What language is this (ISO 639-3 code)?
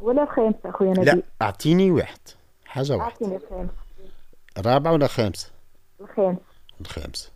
aeb